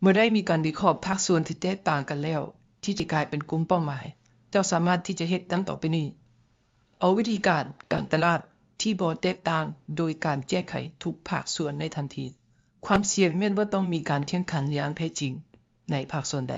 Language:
Lao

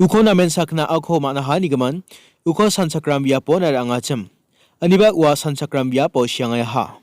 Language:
Garo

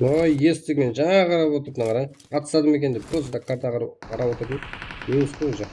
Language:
Kara-Kalpak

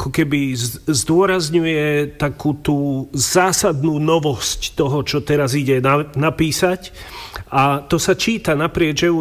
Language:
Slovak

